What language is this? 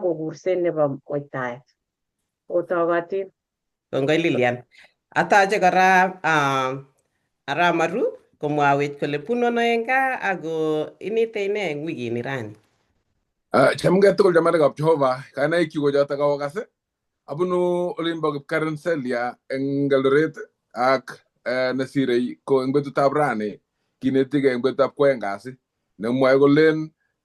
Kalenjin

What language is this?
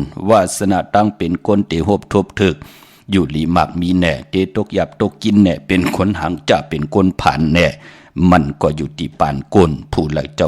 Shan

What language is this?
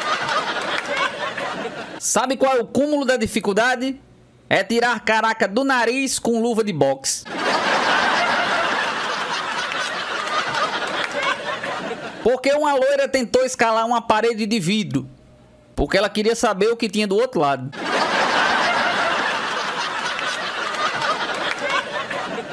Portuguese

